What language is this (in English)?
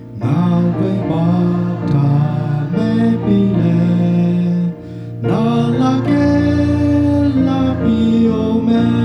Lahu